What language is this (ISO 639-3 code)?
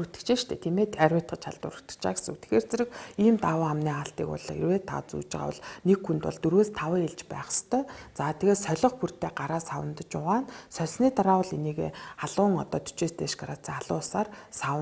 mon